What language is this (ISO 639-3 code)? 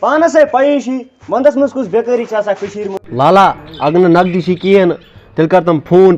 kas